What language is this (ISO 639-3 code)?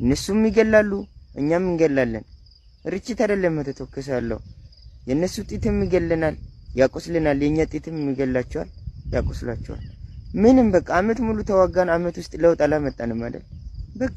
amh